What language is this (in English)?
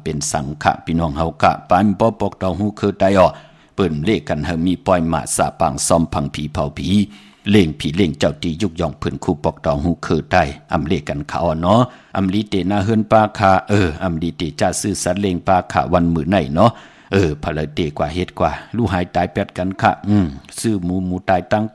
Shan